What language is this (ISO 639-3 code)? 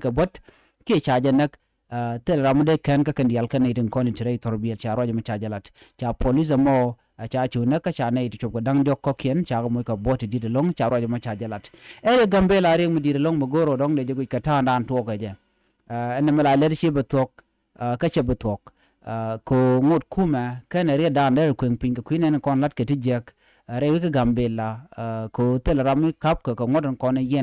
nus